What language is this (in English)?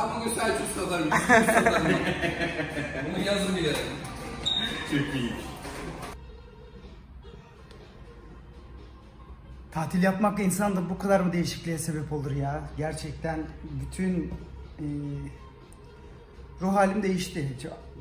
Turkish